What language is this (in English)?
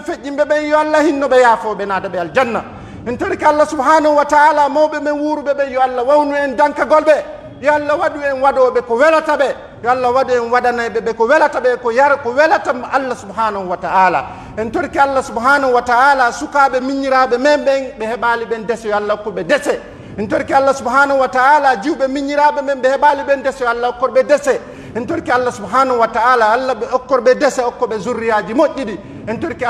Pular